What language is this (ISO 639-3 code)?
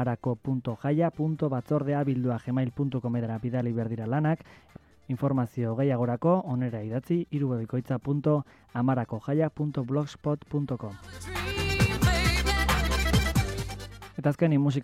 eus